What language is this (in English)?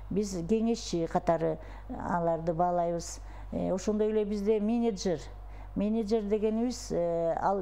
Kyrgyz